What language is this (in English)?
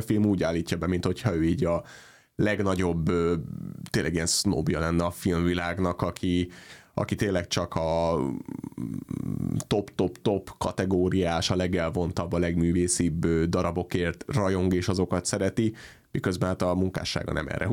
Hungarian